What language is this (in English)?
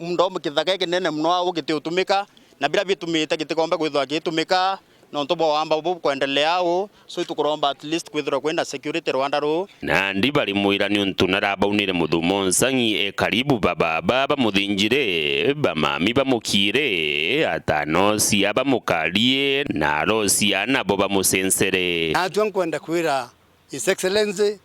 Meru